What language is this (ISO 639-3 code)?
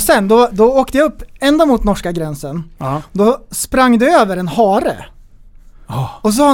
swe